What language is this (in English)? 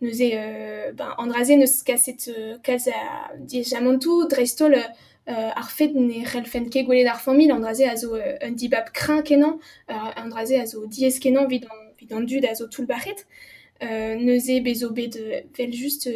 Breton